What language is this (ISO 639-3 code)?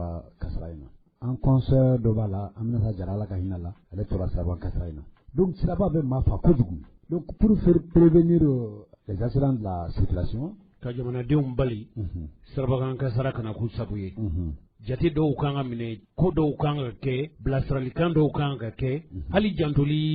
bam